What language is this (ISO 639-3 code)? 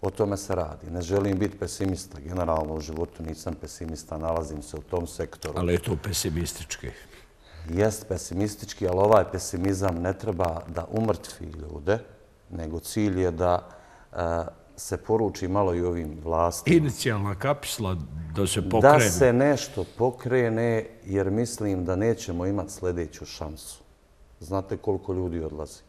bos